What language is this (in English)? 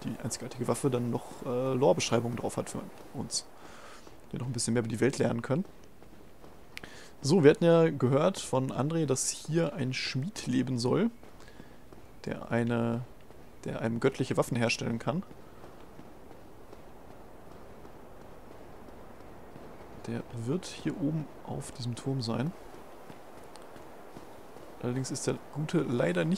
German